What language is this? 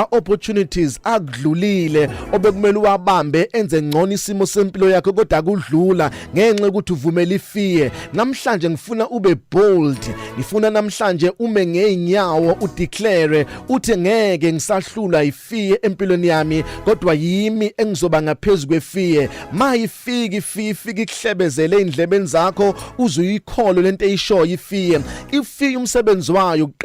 Zulu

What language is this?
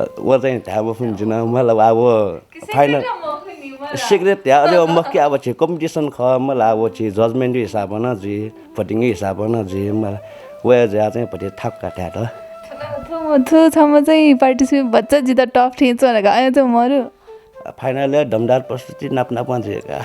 Newari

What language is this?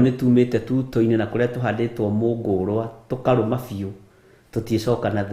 Kikuyu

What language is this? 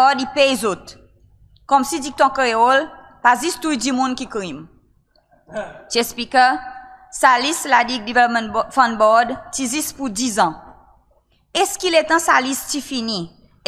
Seselwa Creole French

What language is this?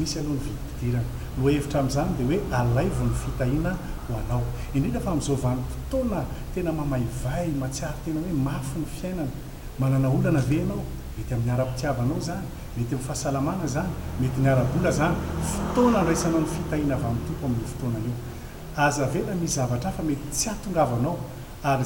Malagasy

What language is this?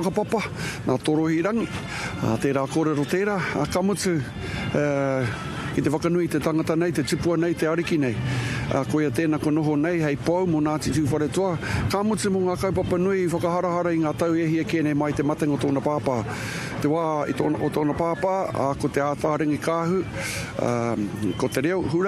Māori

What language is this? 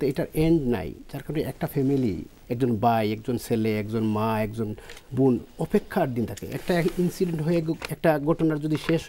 Bangla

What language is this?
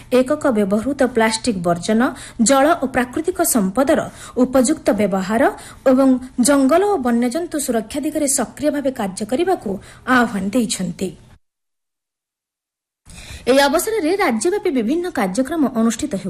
Odia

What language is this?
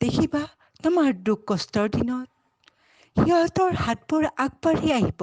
Assamese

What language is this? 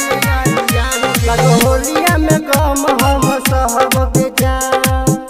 Bhojpuri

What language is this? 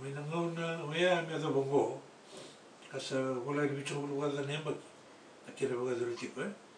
Fijian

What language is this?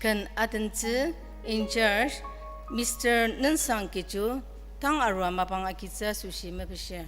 Ao Naga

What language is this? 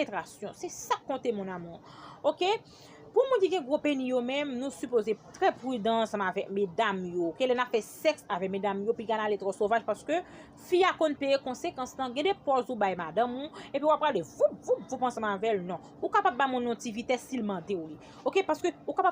Haitian Creole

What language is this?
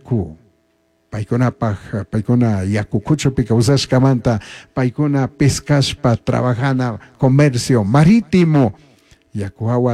Chimborazo Highland Quichua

